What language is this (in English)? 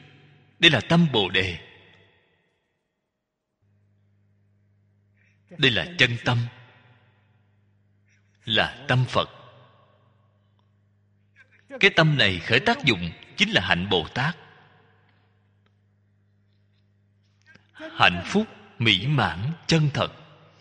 Vietnamese